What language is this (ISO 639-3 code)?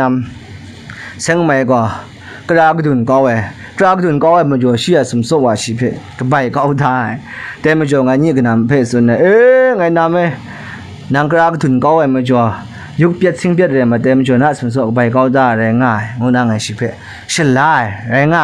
kac